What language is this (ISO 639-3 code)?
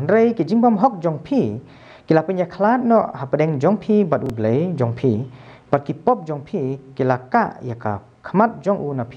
kha